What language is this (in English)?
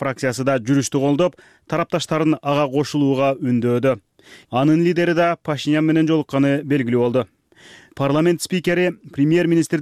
Kyrgyz